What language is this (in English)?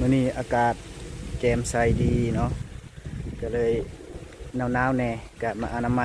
Lao